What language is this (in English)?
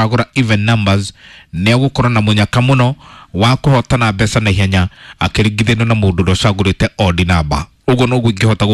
Kikuyu